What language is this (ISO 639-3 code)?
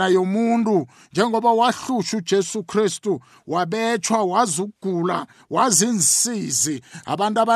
nbl